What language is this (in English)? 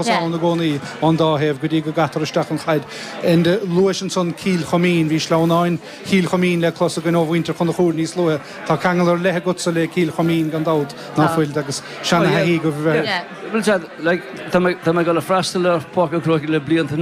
Irish